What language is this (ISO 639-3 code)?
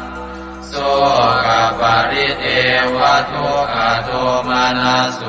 pli